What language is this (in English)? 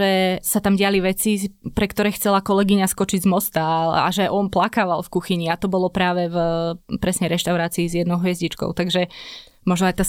Slovak